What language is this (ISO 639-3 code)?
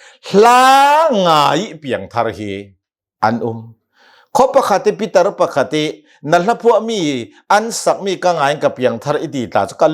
cnh